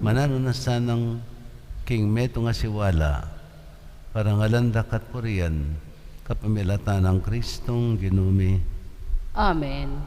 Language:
Pampanga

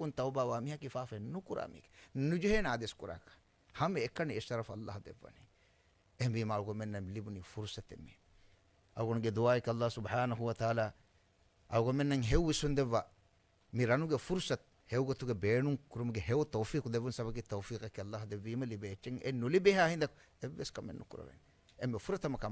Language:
Divehi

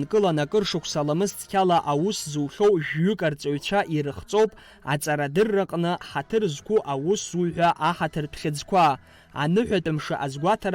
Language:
Abkhazian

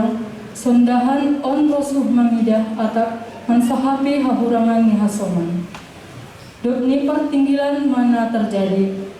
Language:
Batak Simalungun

